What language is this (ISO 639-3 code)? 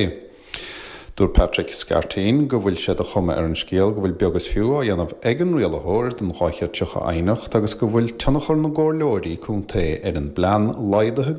gle